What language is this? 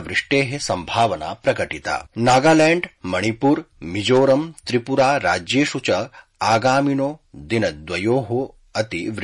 Sanskrit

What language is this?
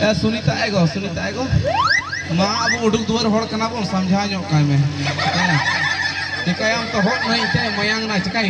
Santali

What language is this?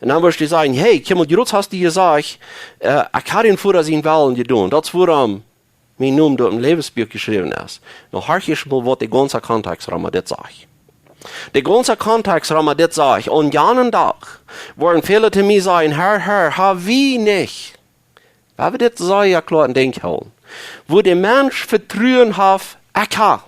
Plautdietsch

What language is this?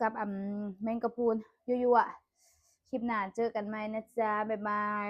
Lao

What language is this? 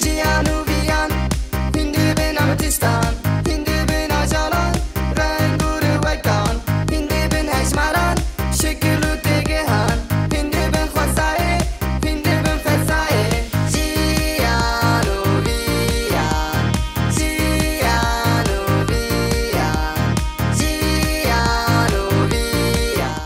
Kurdish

